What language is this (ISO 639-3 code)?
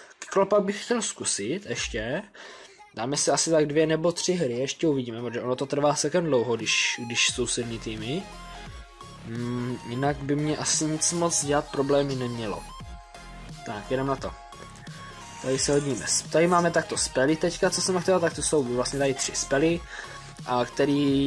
ces